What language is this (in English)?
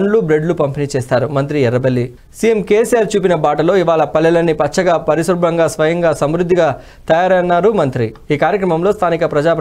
Telugu